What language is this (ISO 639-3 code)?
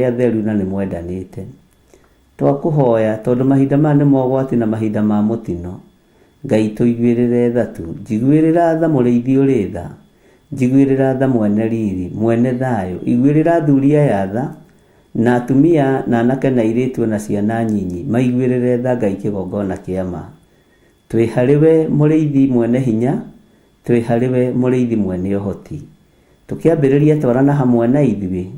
kik